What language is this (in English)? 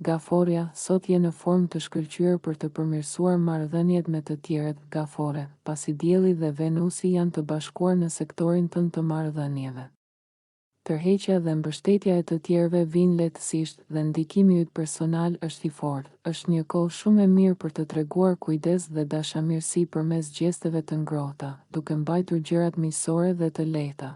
Albanian